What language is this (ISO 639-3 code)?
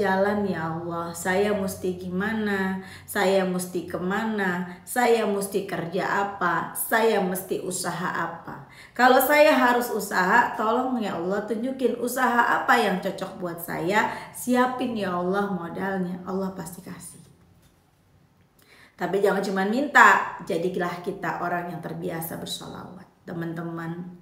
ind